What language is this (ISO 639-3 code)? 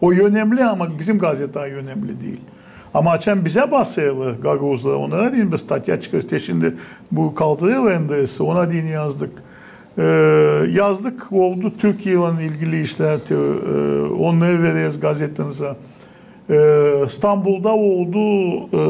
gag